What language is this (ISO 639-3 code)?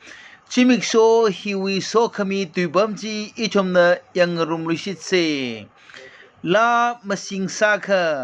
nmf